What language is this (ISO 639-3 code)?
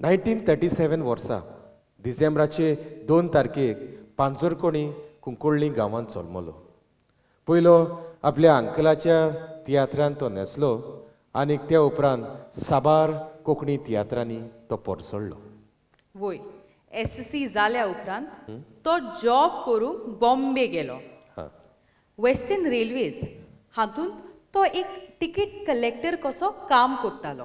kok